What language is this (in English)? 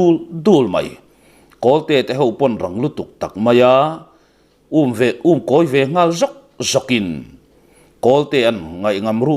Mizo